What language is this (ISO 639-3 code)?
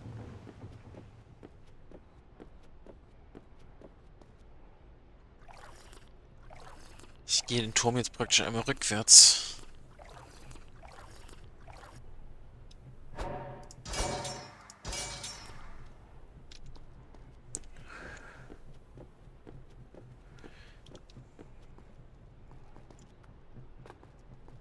deu